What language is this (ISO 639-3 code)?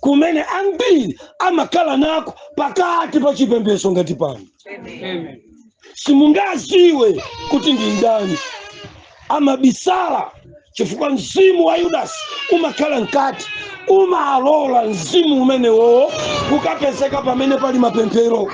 nya